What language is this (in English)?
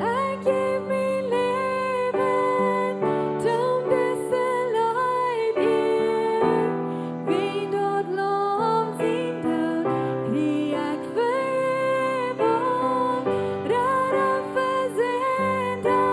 Plautdietsch